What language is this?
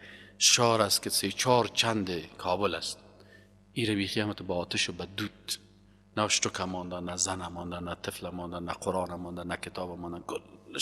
Persian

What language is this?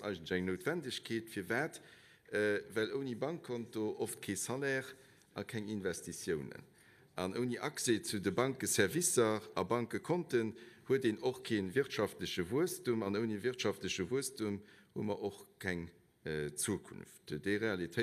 Luxembourgish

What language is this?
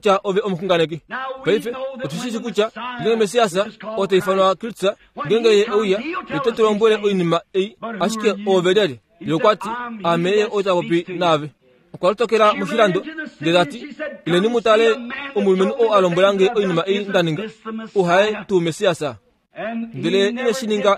Kuanyama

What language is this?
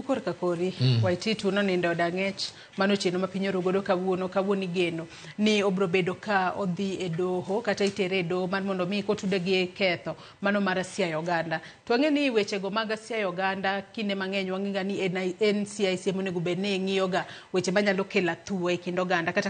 Luo (Kenya and Tanzania)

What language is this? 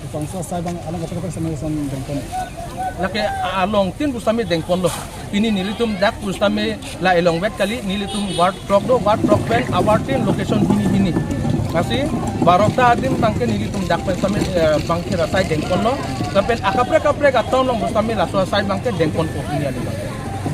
Karbi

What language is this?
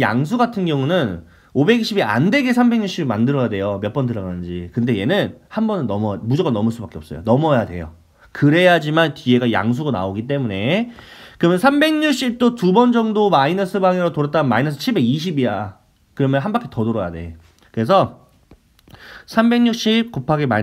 Korean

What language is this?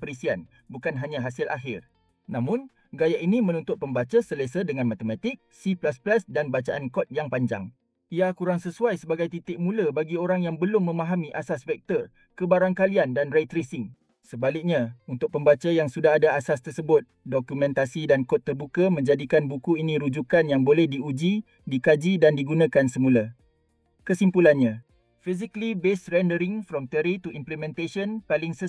Malay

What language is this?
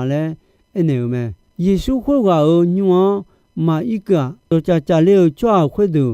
Akha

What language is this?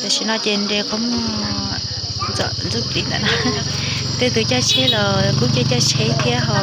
Hmong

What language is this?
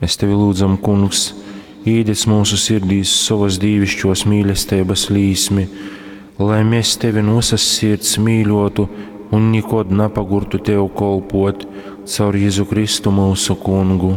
Latgalian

